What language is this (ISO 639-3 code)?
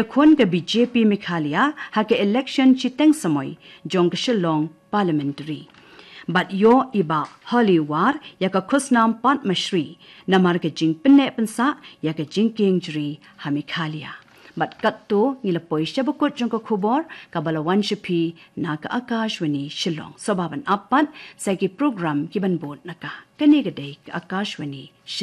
kha